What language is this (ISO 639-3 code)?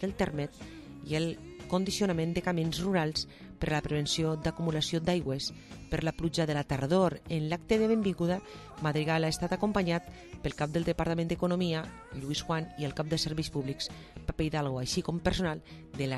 cat